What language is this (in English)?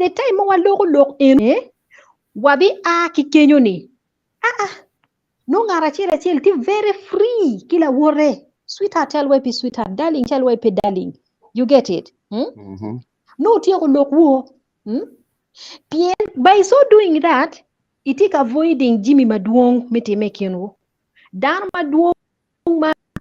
Acoli